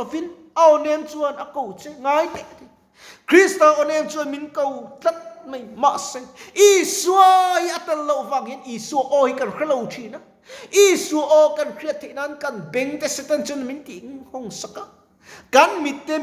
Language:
Mizo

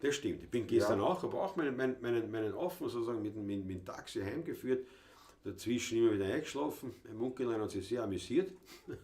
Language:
Bavarian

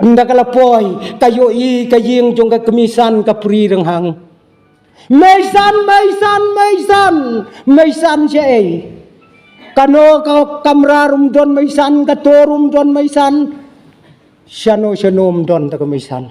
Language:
Khasi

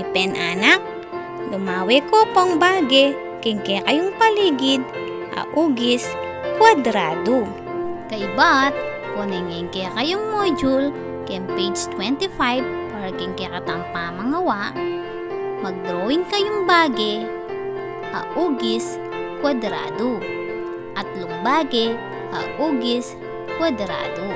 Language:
Pampanga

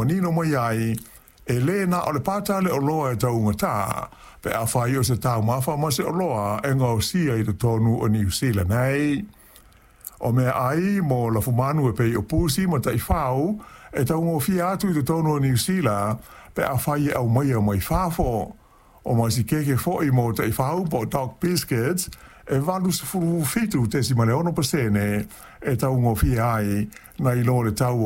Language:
Samoan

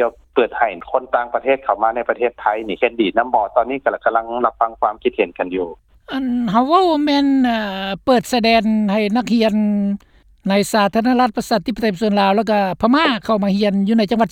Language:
Lao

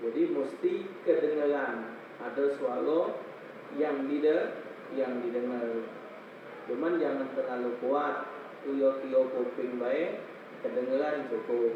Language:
Musi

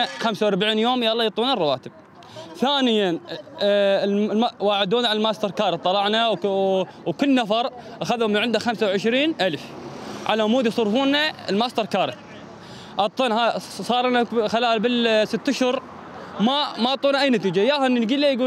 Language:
Mesopotamian Arabic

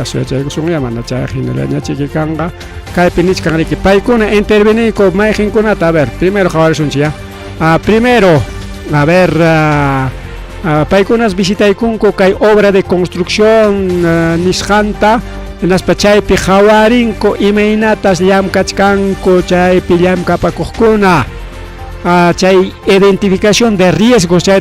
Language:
Ayacucho Quechua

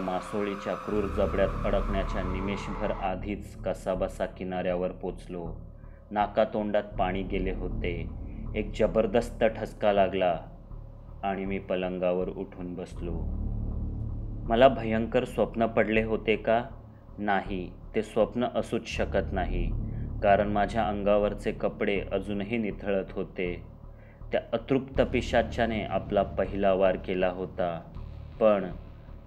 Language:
Marathi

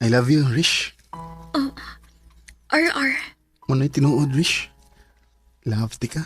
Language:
Cebuano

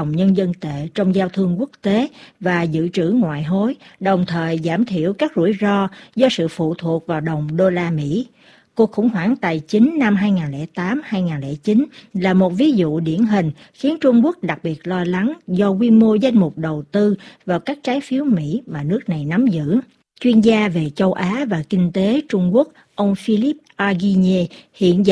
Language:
Vietnamese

